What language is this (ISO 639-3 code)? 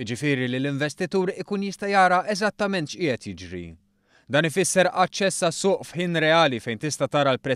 mlt